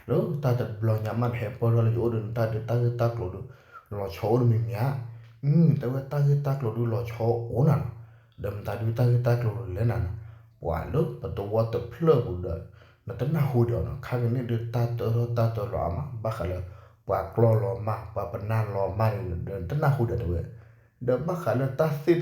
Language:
S'gaw Karen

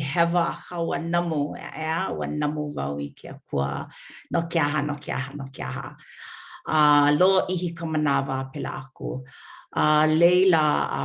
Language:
Hawaiian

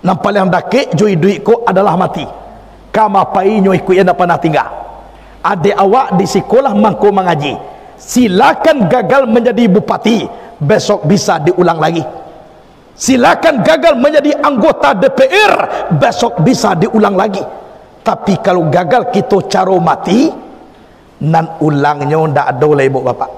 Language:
Minangkabau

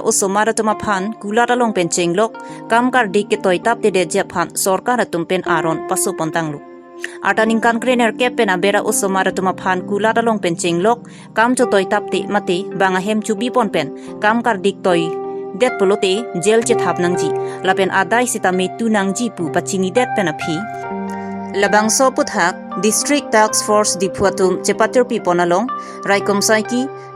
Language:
Karbi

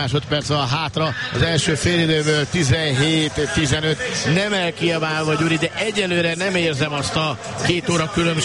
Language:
Hungarian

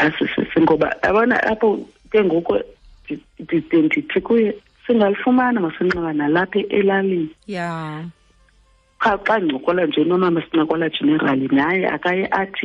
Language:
Xhosa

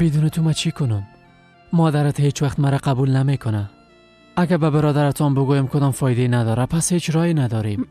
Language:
Persian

